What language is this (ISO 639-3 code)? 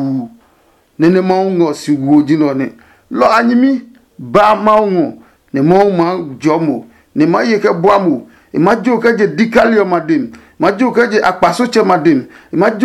ada